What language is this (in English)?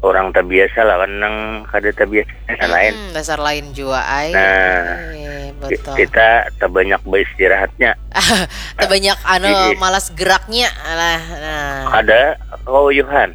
Banjar